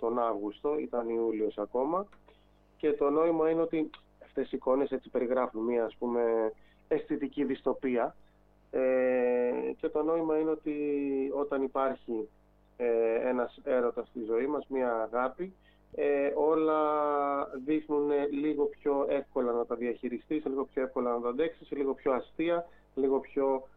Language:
Greek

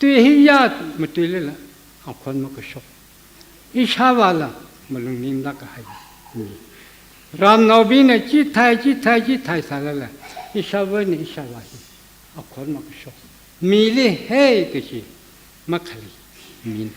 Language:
Tangkhul Naga (India)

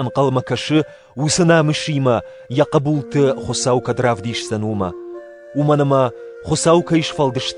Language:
Ossetic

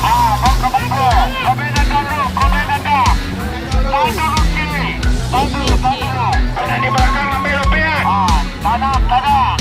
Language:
Minangkabau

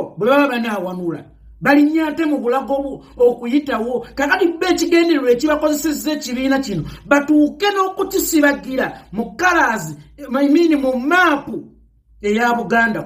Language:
Ganda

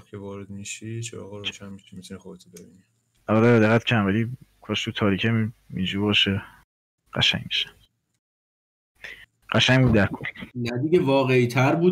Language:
Persian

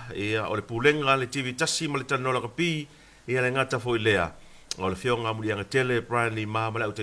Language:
Samoan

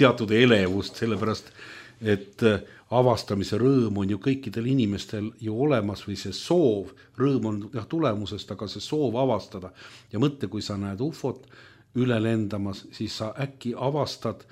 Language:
Estonian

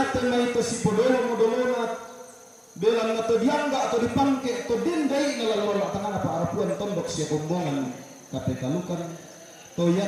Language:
Toraja-Sa'dan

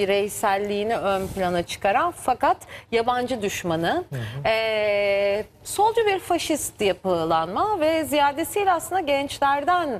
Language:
Turkish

